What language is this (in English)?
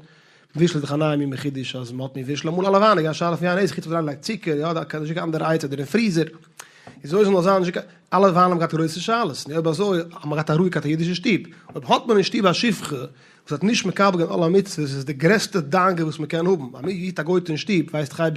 Yiddish